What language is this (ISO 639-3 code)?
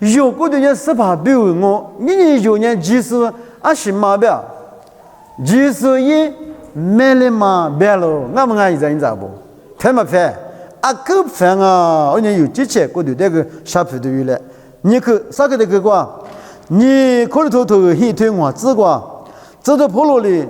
lis